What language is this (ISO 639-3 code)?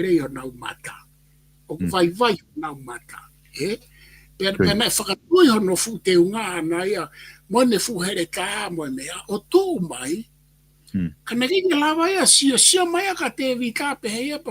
ton